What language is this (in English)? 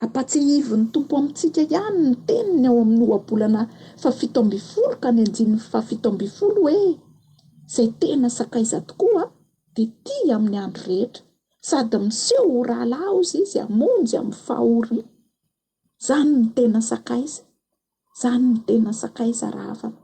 Malagasy